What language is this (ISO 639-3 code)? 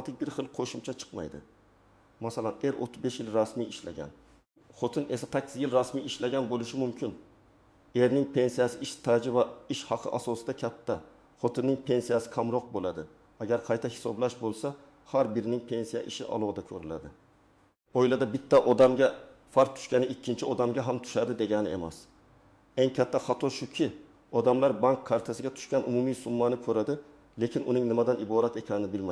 uzb